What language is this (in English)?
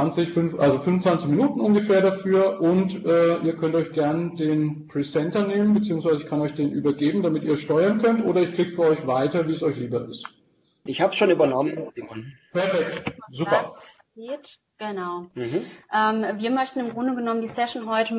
German